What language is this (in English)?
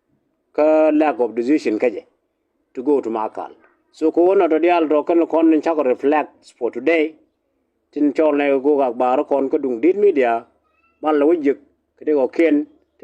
Nuer